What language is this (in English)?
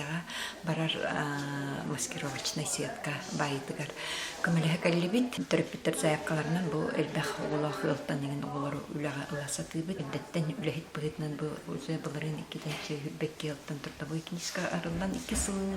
Yakut